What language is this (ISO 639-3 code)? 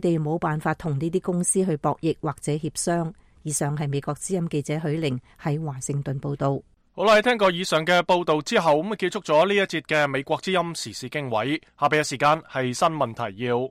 yue